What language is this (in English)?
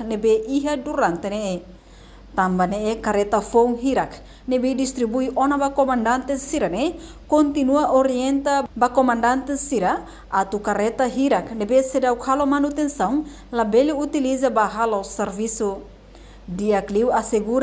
Tetum